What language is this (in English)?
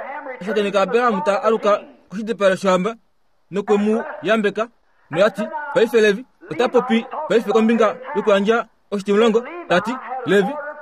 Kuanyama